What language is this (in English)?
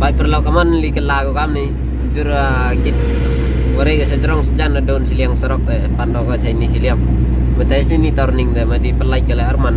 Khasi